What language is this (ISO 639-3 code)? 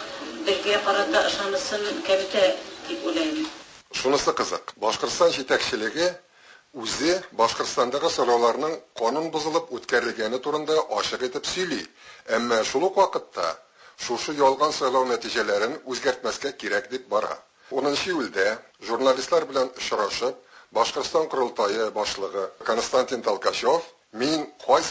tat